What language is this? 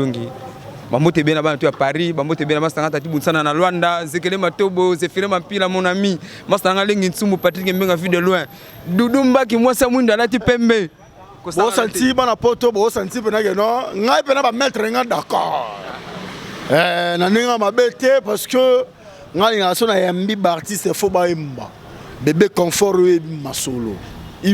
Lingala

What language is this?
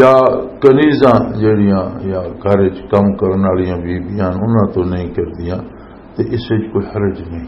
Western Panjabi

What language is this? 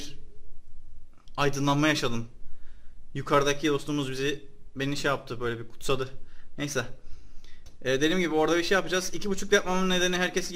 Turkish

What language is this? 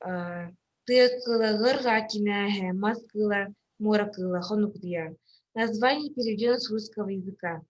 Yakut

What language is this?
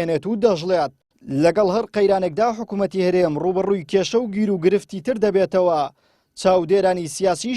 Central Kurdish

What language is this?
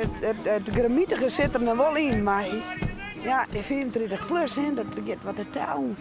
Western Frisian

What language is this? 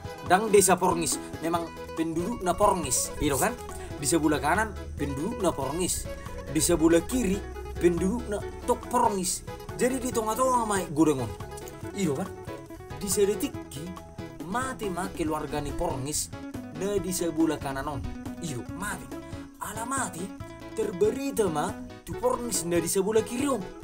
Batak Toba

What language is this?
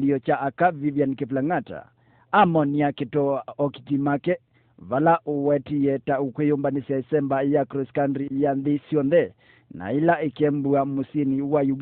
Kamba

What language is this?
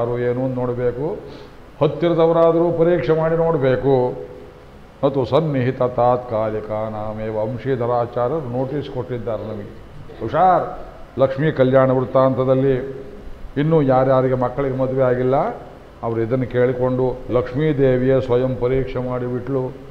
Kannada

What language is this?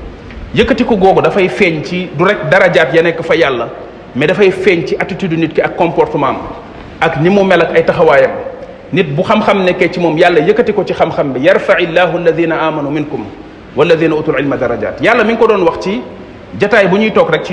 Wolof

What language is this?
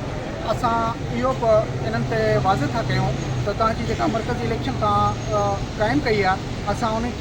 Sindhi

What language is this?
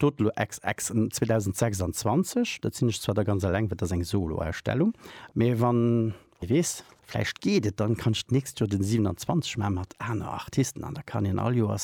Luxembourgish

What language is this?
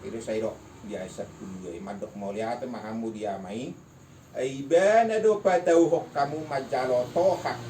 Batak Toba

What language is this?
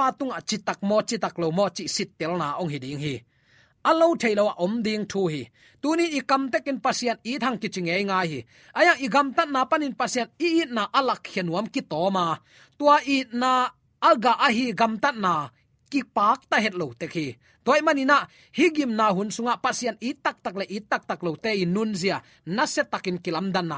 Tedim Chin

